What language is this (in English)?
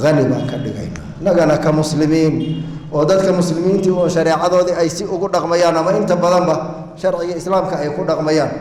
Somali